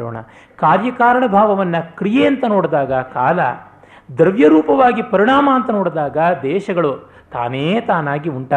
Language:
Kannada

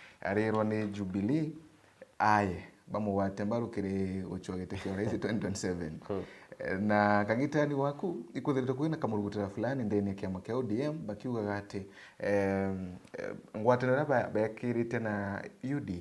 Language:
Meru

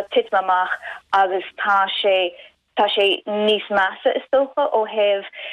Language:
Irish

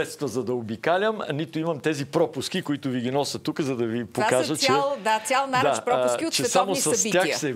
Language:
Bulgarian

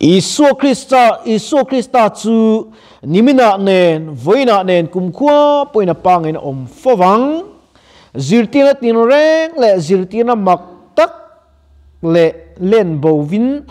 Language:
Mizo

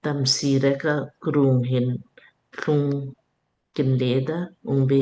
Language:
Lamkang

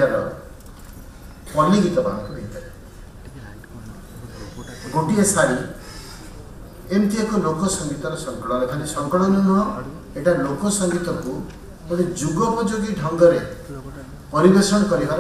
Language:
Odia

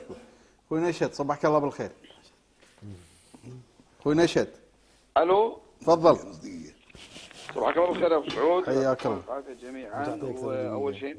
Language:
Gulf Arabic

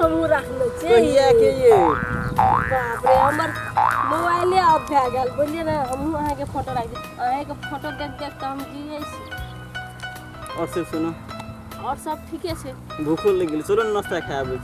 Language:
Maithili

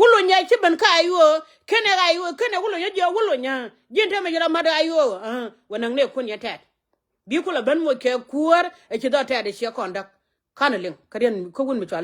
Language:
Nuer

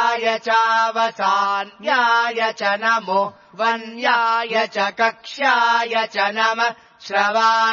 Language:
Sanskrit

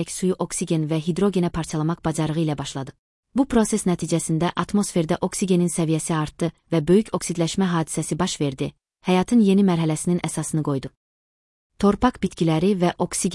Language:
Azerbaijani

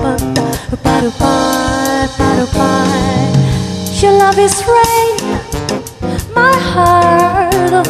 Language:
Italian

